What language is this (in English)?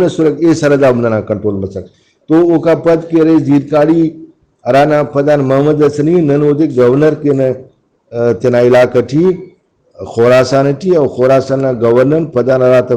Brahui